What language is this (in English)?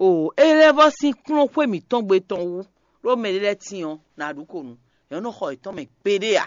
Fon